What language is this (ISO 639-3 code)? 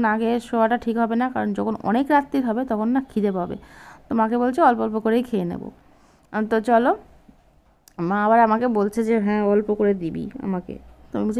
ben